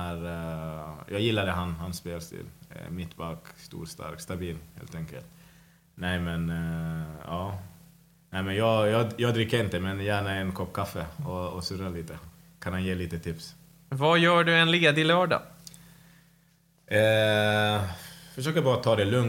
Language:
Swedish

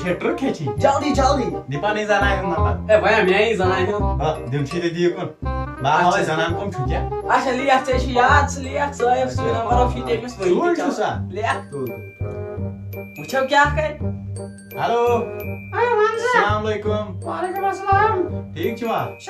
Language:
Kashmiri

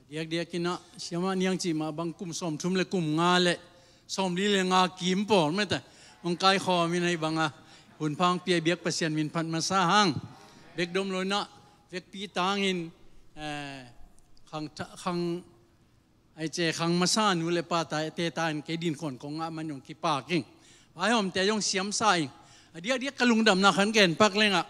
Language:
Tedim Chin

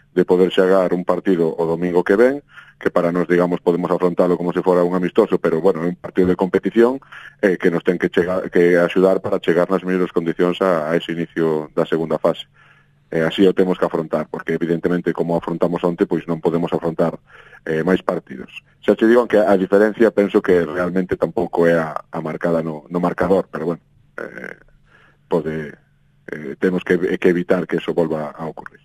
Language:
Galician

